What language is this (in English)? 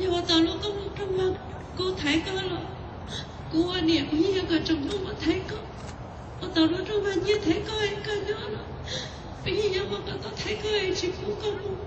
Hmong